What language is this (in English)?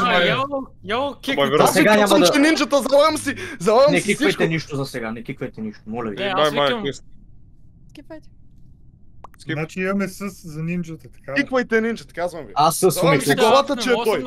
Bulgarian